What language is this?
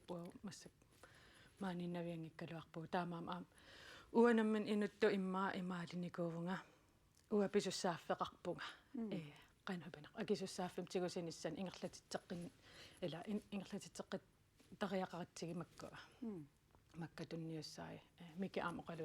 Kalaallisut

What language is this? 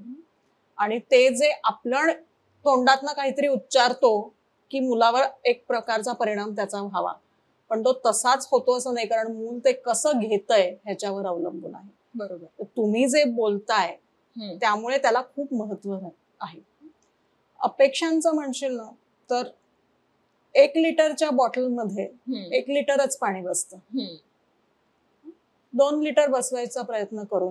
Marathi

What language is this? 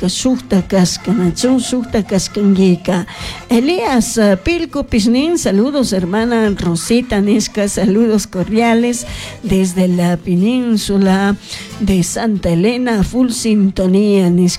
Chimborazo Highland Quichua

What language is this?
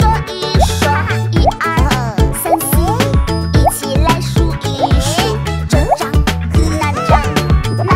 Chinese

